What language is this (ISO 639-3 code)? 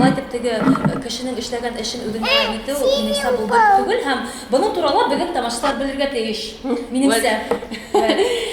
bak